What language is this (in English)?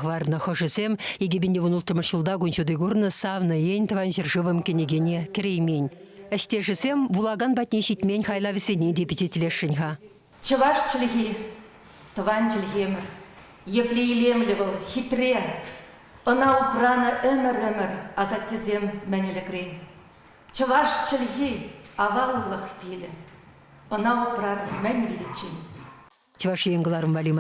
Chuvash